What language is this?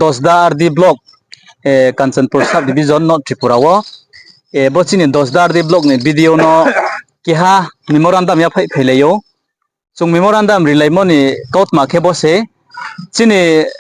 Riang (India)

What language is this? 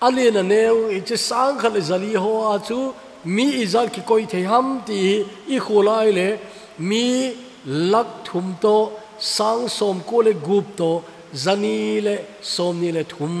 Thado Chin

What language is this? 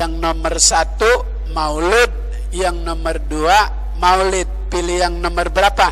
Betawi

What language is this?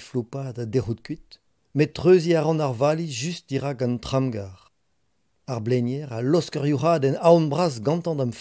Breton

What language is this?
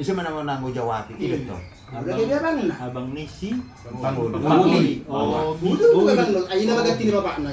Batak Toba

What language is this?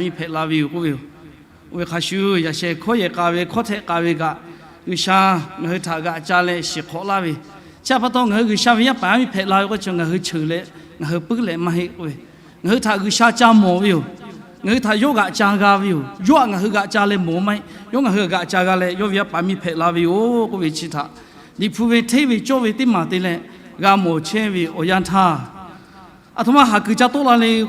Lahu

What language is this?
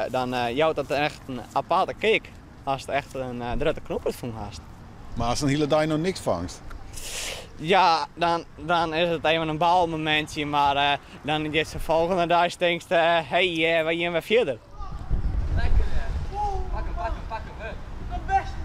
Western Frisian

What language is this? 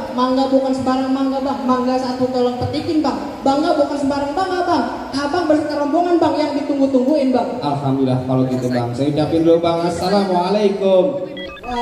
Betawi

